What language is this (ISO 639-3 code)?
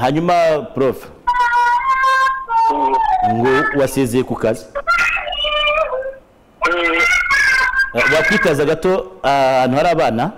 kin